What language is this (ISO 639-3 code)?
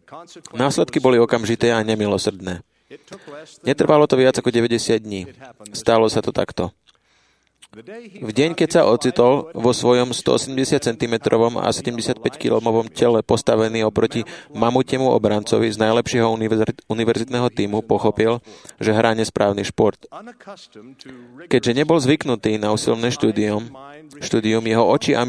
slk